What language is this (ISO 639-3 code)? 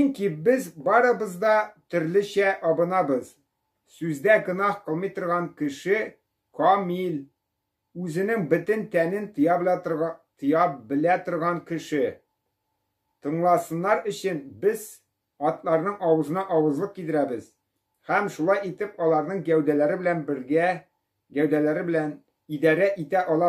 tat